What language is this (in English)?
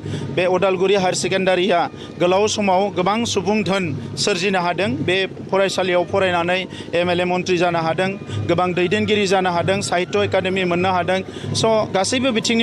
Bodo